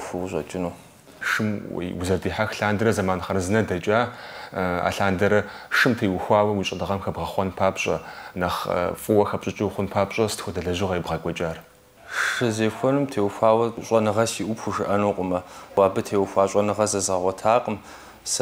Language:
Kabardian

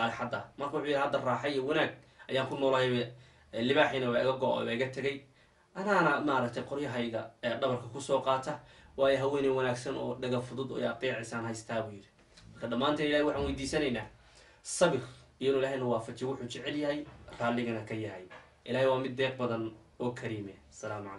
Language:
Somali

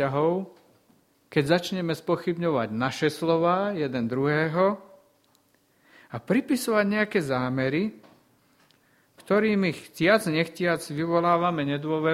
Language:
Slovak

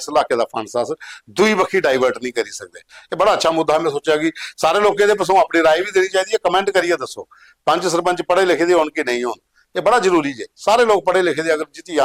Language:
Dogri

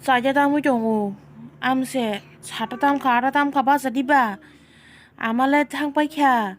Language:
Kok Borok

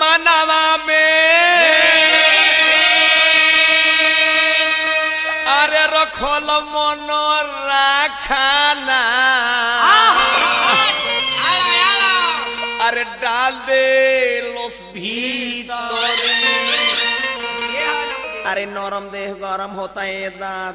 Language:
Bhojpuri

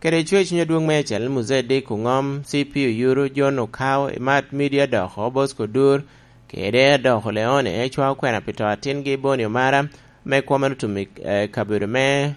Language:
Lango (Uganda)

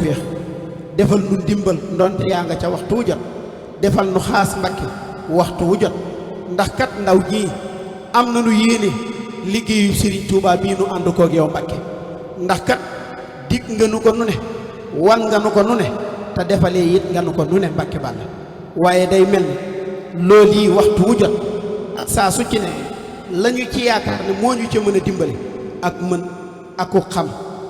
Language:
Wolof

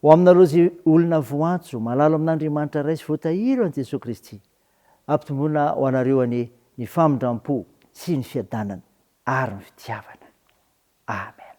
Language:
Malagasy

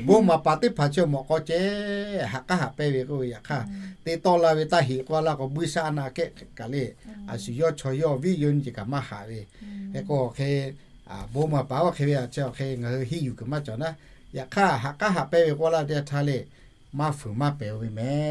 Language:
Lahu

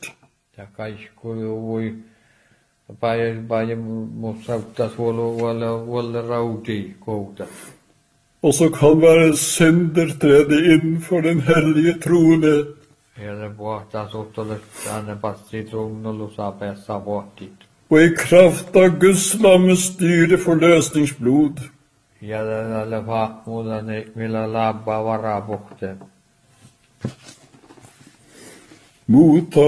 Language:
Norwegian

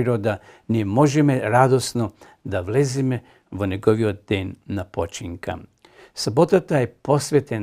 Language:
Macedonian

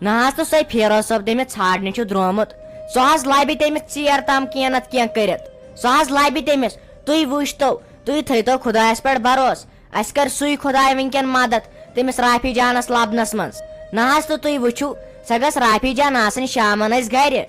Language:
Kashmiri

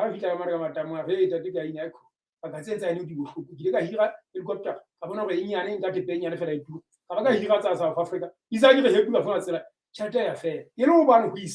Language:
Southern Sotho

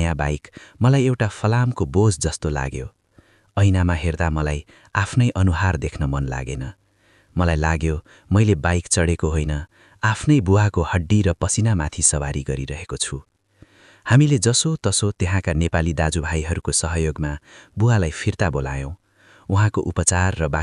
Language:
Nepali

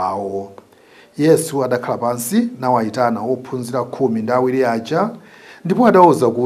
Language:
Nyanja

